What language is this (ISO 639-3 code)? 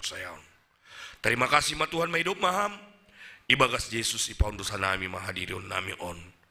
bts